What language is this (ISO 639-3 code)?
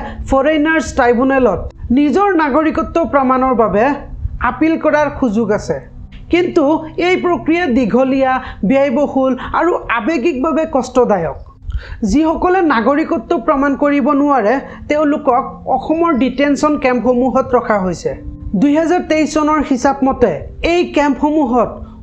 asm